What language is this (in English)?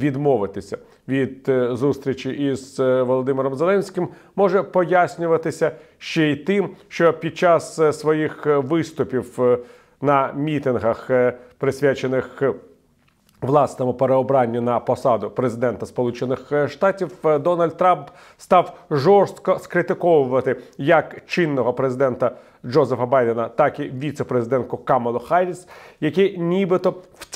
Ukrainian